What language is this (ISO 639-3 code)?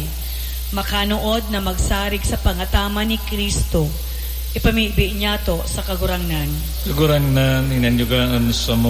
bik